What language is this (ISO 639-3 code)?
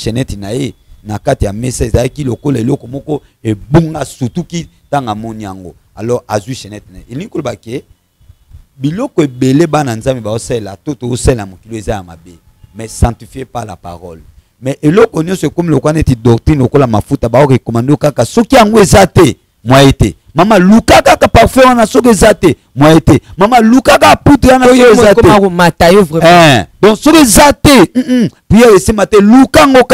lin